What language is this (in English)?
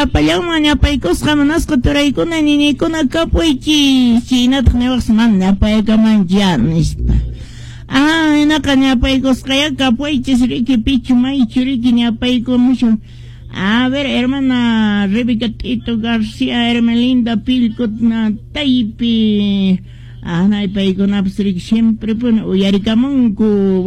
Quechua